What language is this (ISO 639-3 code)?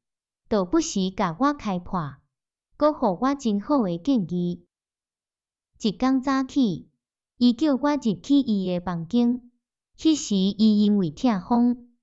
nan